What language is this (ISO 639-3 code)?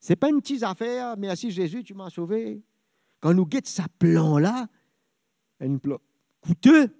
mfe